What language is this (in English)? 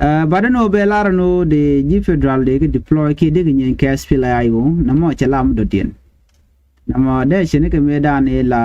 Nuer